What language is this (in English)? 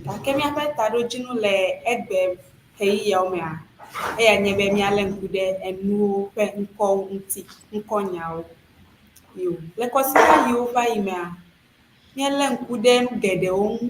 Ewe